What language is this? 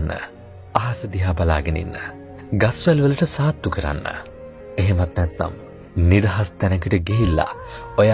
Sinhala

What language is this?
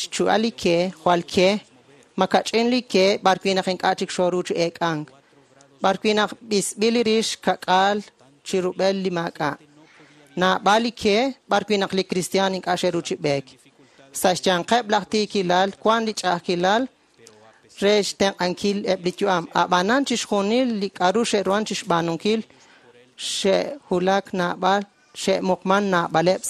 Kekchí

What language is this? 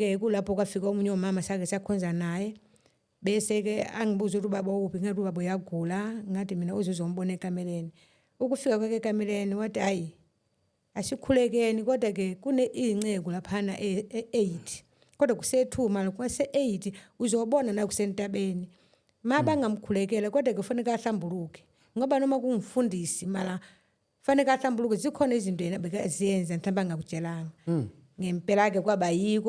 Zulu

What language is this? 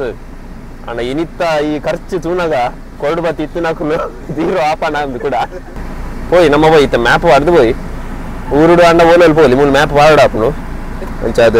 Tulu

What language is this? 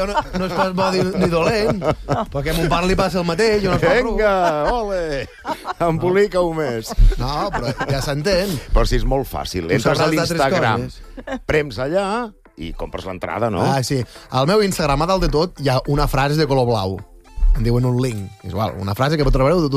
Catalan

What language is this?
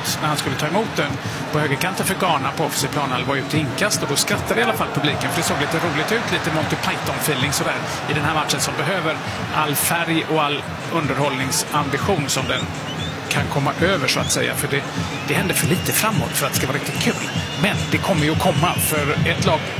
Swedish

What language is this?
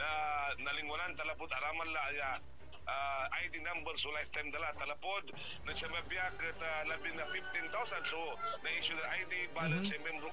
Pangasinan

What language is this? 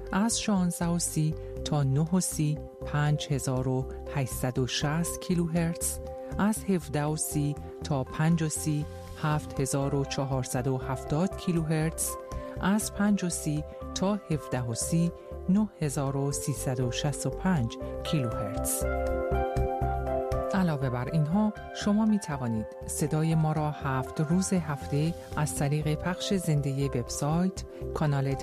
Persian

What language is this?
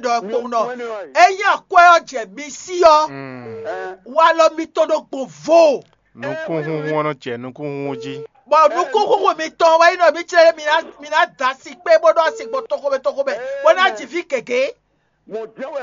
Fon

